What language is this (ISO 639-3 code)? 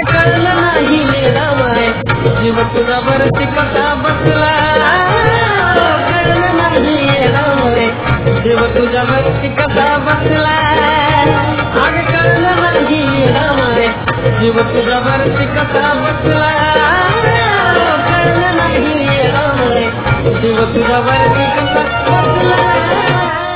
mar